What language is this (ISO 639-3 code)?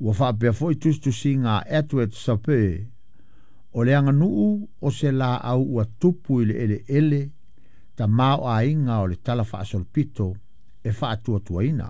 smo